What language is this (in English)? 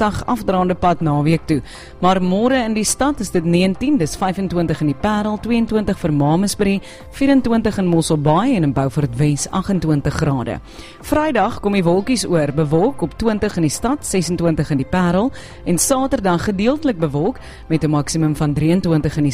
Afrikaans